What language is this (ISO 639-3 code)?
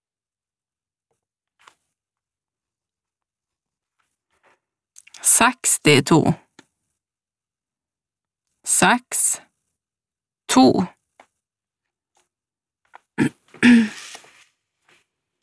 nor